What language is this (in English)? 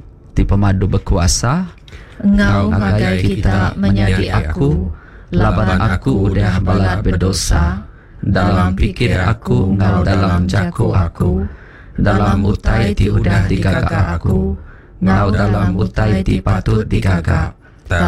Iban